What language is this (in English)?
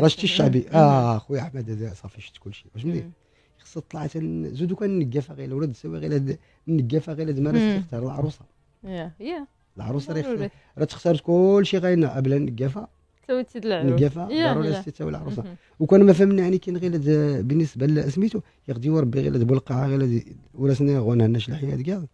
Moroccan Arabic